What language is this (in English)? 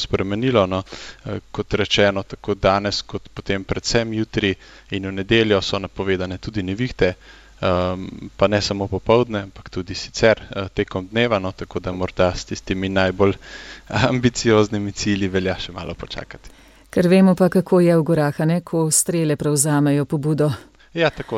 Slovenian